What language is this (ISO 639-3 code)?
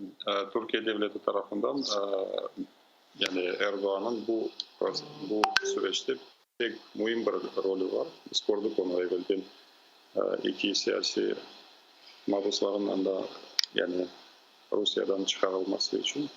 crh